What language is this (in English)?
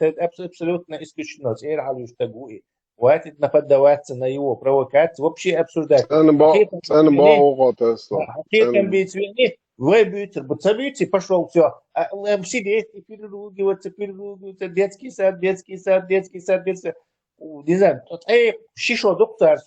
Chechen